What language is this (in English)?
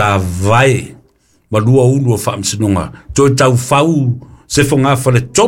Samoan